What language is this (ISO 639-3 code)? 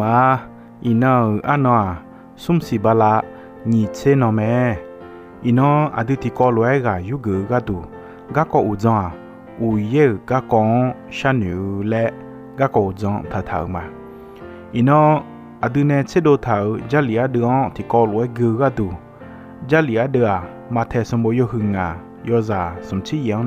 ahk